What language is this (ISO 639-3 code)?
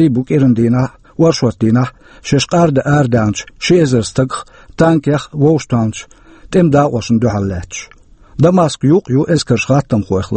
che